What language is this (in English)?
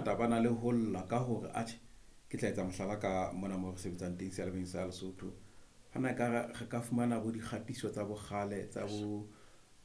Southern Sotho